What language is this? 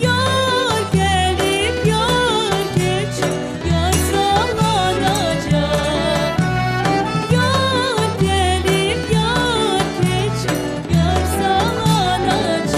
Crimean Tatar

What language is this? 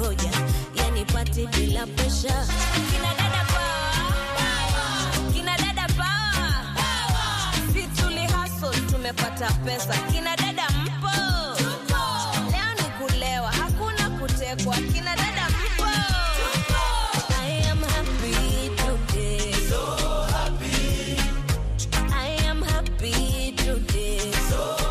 Swahili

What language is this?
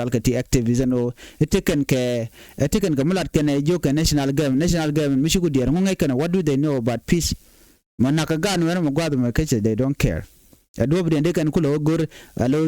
Nuer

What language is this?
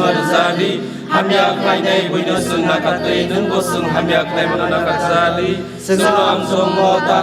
Kok Borok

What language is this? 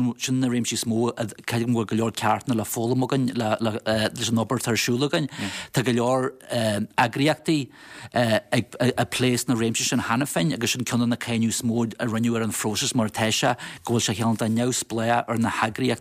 Irish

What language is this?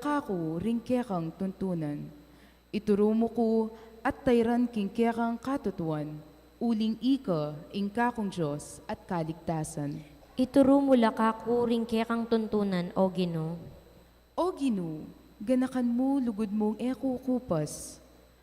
Pampanga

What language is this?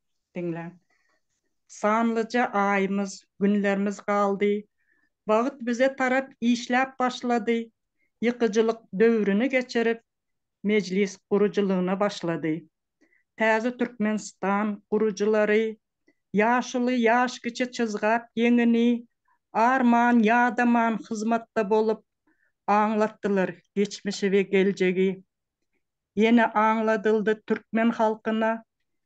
Turkmen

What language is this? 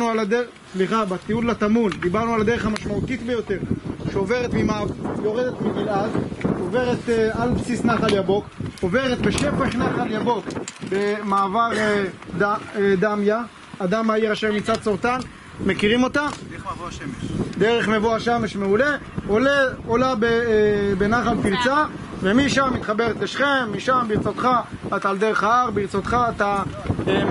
Hebrew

